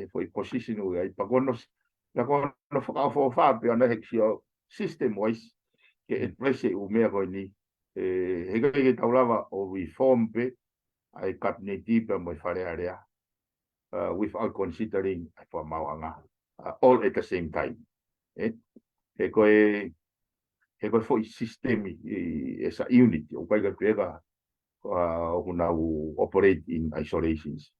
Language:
Tongan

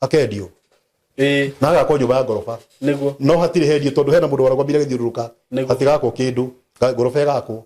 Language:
Kikuyu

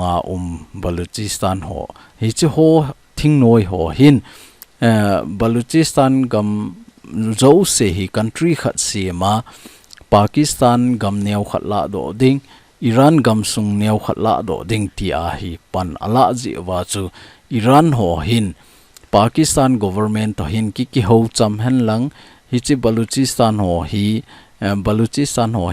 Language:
Thado Chin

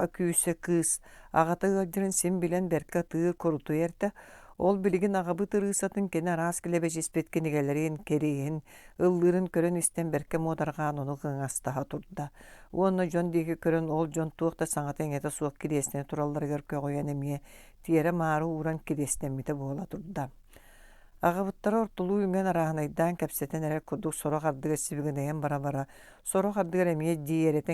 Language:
Yakut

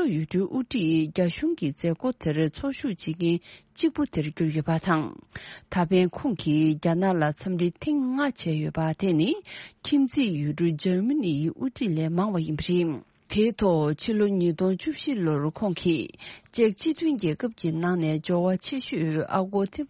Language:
Tibetan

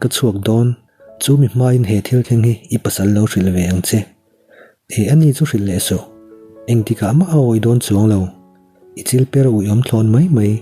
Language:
Mizo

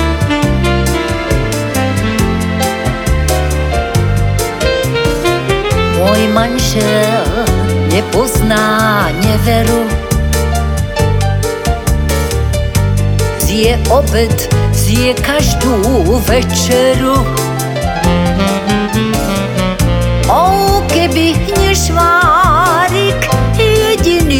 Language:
Slovak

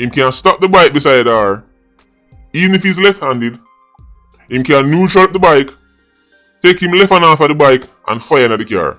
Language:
Jamaican Creole English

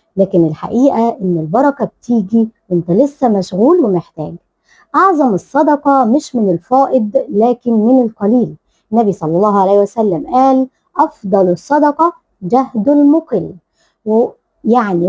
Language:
Egyptian Arabic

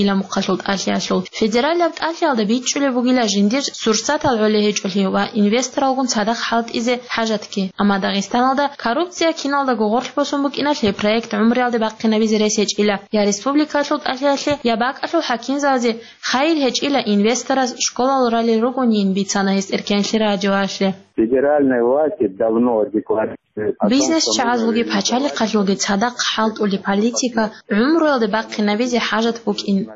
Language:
Avaric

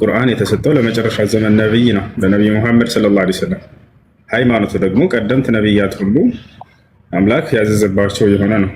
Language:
Amharic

